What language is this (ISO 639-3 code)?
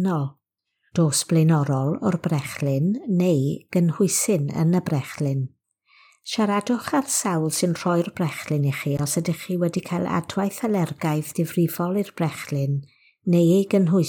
cym